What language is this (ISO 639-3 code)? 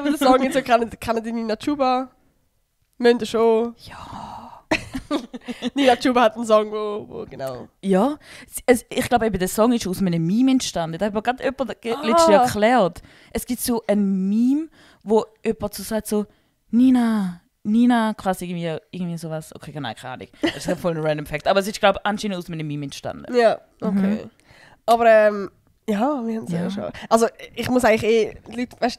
gsw